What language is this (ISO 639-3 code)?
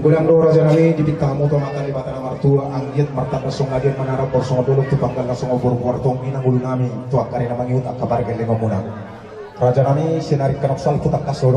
bbc